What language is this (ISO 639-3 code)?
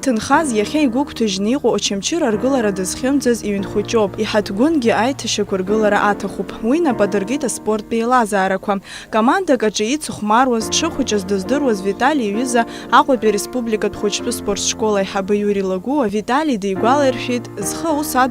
abk